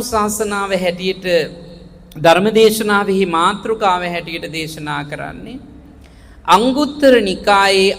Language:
Sinhala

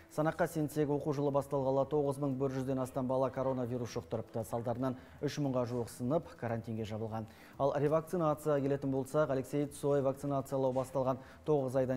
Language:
Kazakh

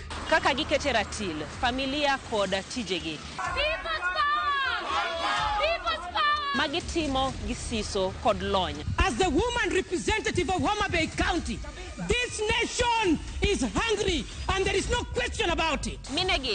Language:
Luo (Kenya and Tanzania)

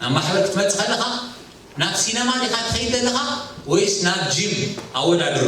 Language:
Tigrinya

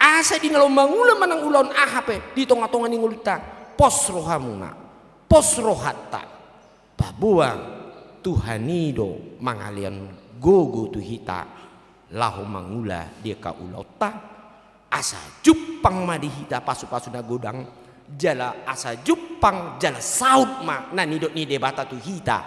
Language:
Batak Toba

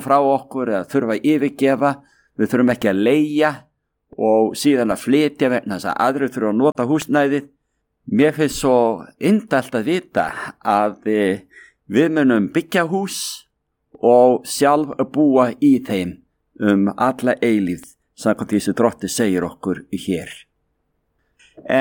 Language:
Icelandic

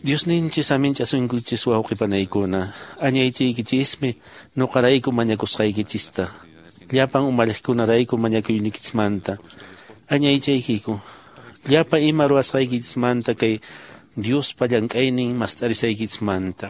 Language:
Quechua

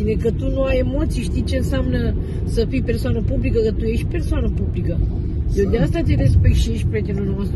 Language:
Romanian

